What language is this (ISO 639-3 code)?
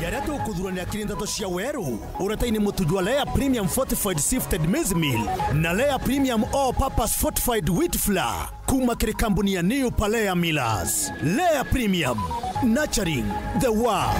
mer